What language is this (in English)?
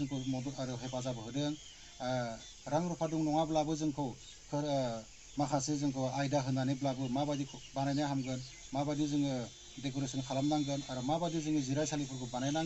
Bodo